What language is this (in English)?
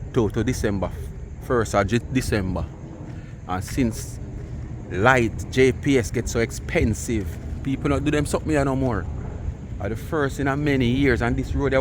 Jamaican Creole English